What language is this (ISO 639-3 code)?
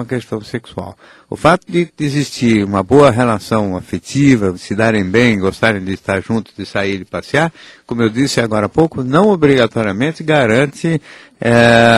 por